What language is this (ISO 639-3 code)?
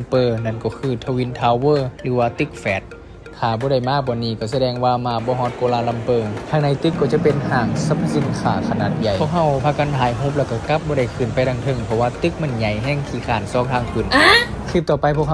lao